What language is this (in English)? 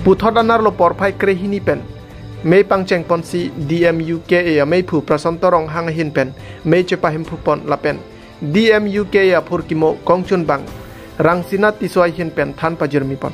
Karbi